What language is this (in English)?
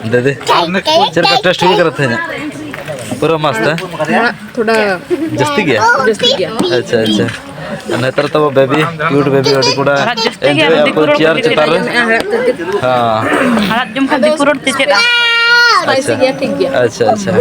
Santali